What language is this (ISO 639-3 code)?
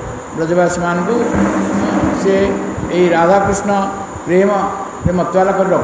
ori